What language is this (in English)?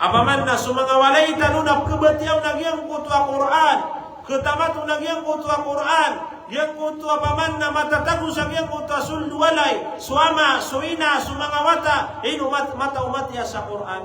Maranao